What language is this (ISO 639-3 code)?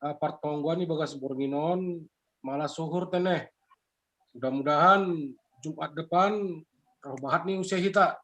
bts